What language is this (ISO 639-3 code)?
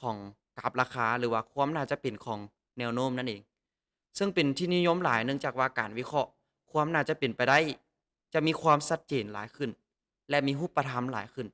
lao